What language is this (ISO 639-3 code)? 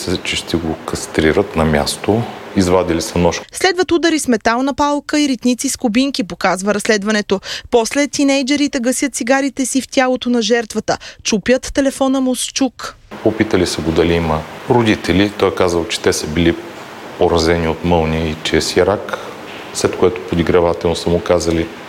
bul